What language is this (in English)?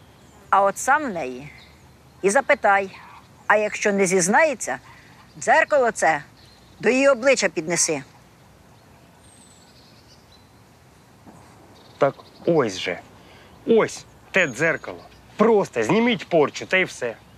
Ukrainian